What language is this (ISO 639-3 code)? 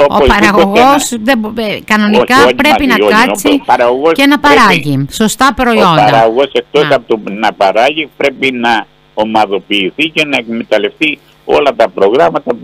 ell